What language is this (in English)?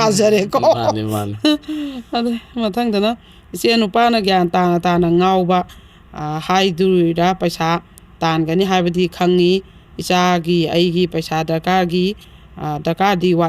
Manipuri